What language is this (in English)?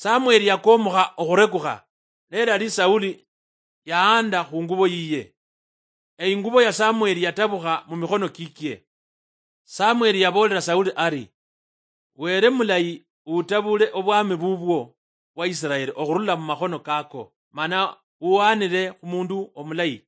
Luyia